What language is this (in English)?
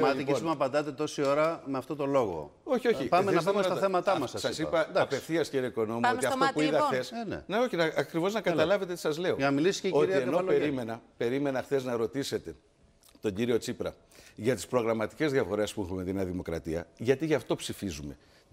Greek